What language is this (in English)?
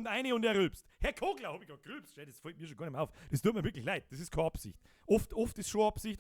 Bavarian